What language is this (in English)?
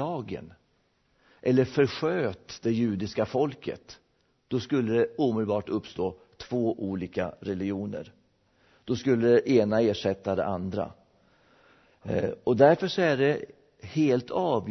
Swedish